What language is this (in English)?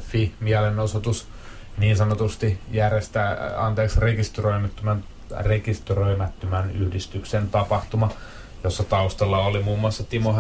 Finnish